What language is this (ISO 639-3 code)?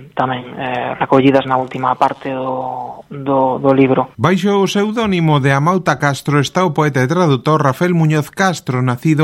glg